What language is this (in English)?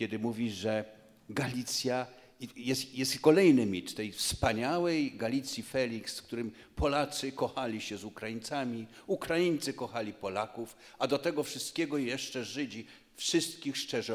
Polish